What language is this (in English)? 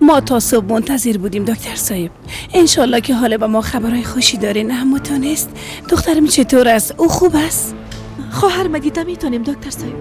Persian